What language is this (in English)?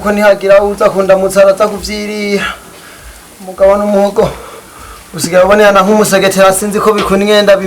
Rundi